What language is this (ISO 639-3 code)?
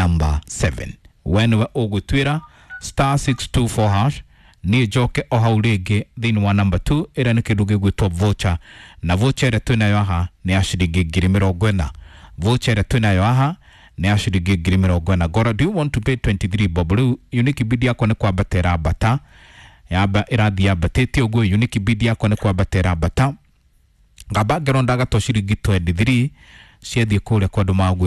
kik